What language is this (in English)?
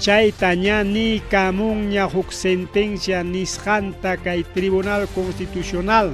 Ayacucho Quechua